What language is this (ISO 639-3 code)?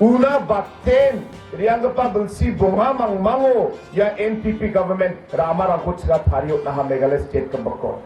grt